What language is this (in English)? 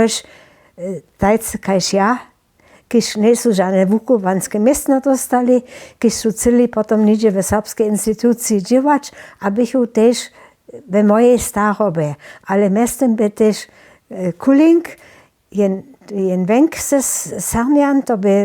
Upper Sorbian